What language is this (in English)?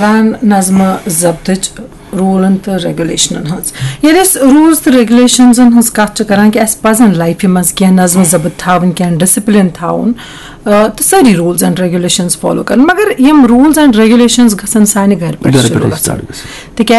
Kashmiri